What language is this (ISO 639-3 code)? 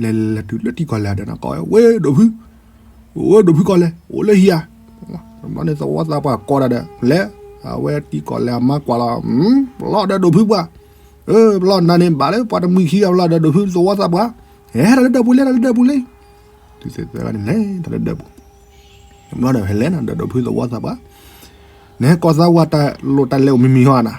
ksw